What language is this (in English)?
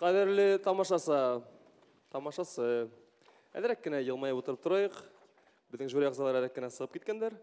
Bashkir